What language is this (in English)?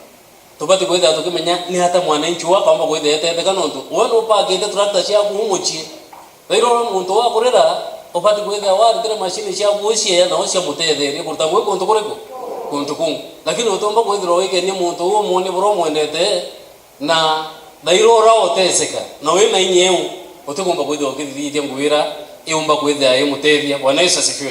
Meru